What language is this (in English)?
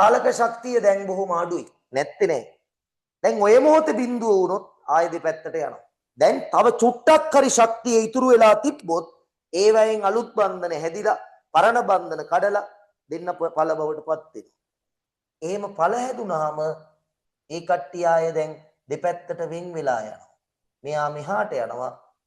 Sinhala